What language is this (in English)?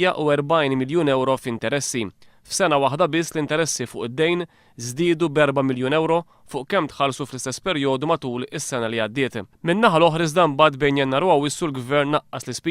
Maltese